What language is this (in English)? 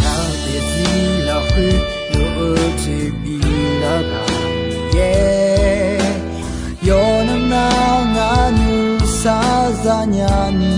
Akha